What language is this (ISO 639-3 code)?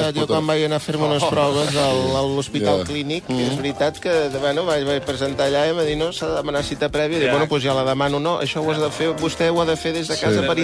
cat